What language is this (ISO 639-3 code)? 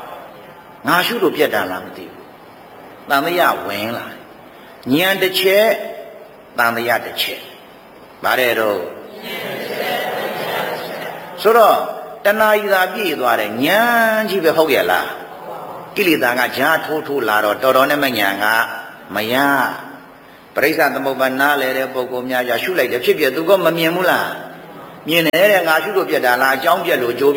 mya